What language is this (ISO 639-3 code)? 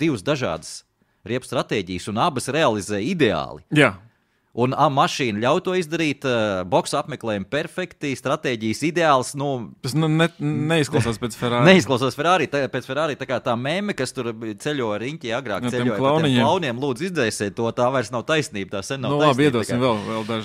lav